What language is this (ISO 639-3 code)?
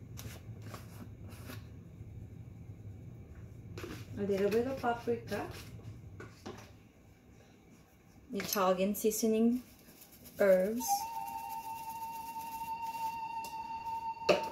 eng